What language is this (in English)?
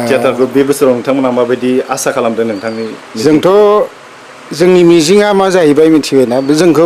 Bodo